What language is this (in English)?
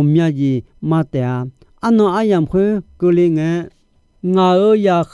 Akha